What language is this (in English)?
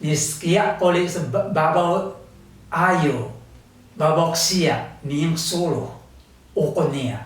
Taroko